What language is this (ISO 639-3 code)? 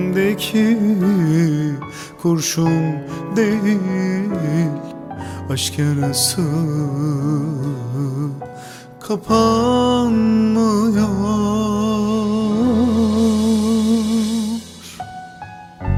tur